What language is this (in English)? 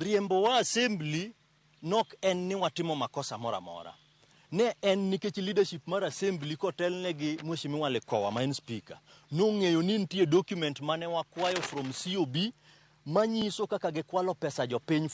Luo (Kenya and Tanzania)